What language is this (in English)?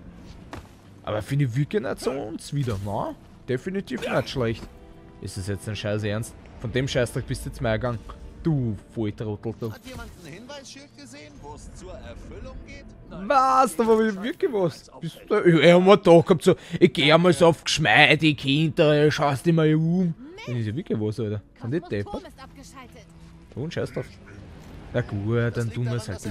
German